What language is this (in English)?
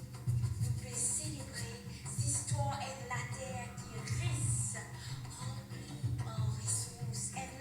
Morisyen